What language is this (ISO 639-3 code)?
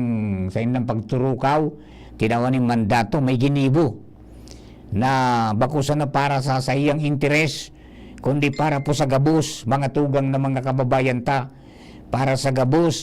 bik